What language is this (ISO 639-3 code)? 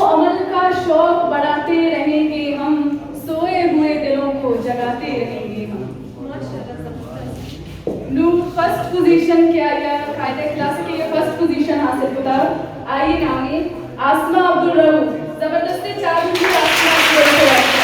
bgp